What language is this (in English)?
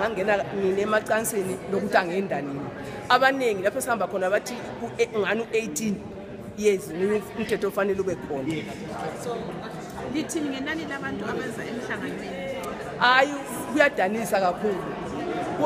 North Ndebele